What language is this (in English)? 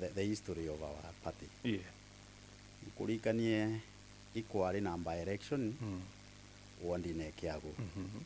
Meru